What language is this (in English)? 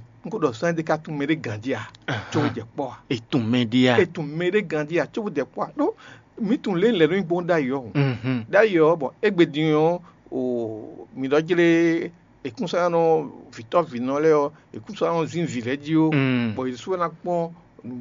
Fon